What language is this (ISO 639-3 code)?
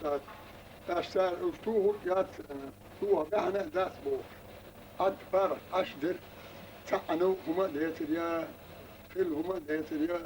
che